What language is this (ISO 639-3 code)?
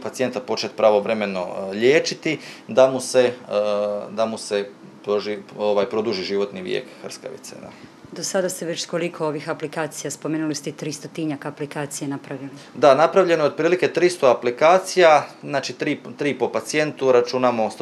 hrv